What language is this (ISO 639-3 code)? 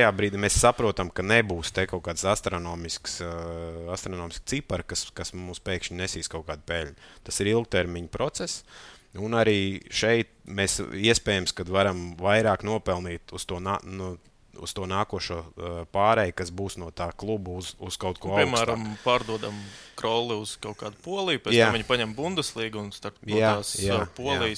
lav